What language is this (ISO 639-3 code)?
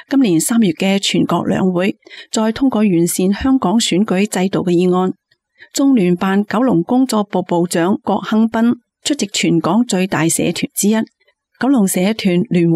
yue